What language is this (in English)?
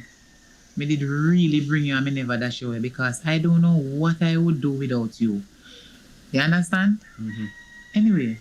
Jamaican Creole English